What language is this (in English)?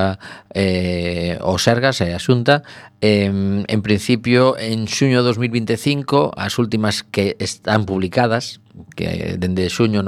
Galician